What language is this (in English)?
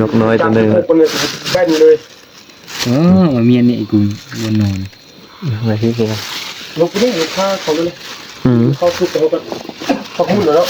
Northeastern Thai